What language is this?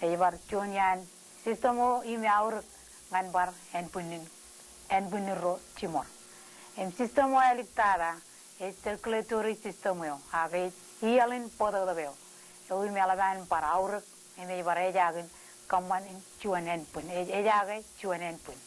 Marshallese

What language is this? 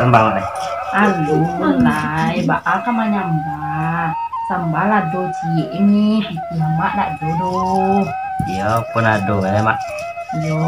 Minangkabau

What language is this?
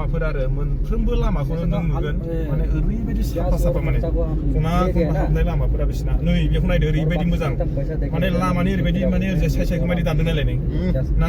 Bodo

